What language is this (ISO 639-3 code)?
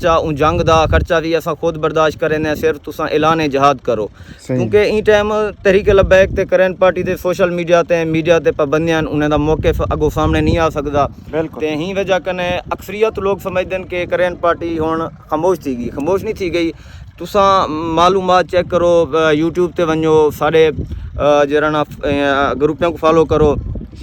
skr